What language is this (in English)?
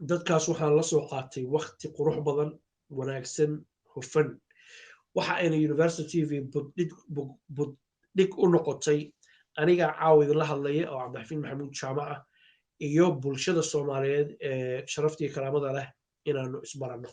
Somali